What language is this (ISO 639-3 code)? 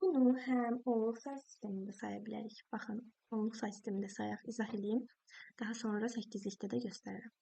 aze